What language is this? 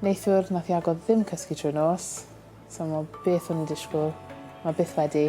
Welsh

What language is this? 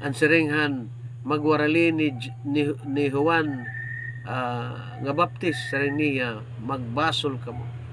Waray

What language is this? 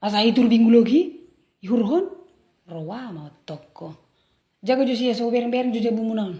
Batak Toba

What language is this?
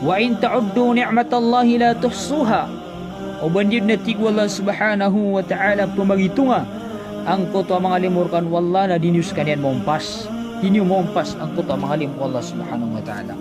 Maranao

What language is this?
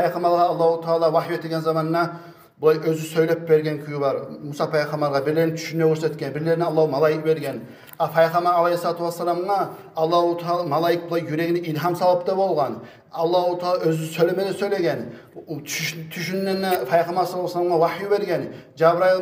Kumyk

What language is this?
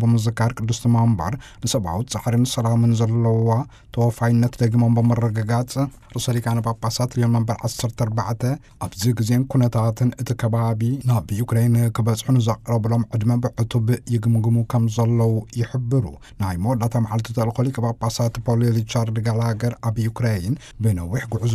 Tigrinya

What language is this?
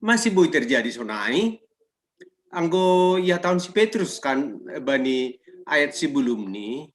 Batak Simalungun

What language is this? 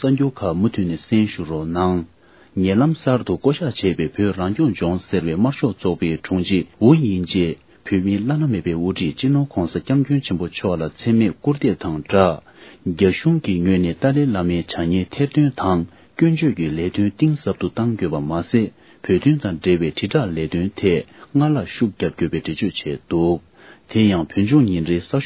Tibetan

